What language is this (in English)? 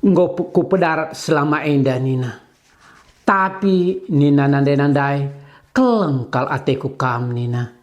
Batak Karo